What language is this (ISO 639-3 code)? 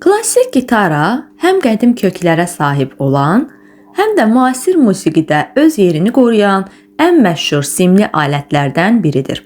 aze